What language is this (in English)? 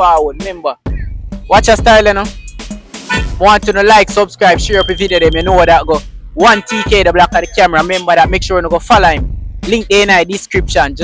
Jamaican Creole English